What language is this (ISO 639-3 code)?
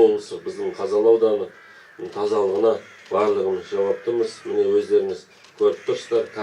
kaz